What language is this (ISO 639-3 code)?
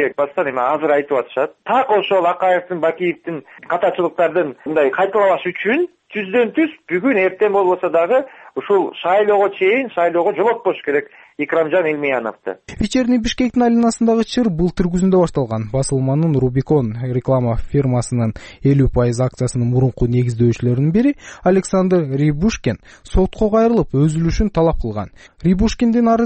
kir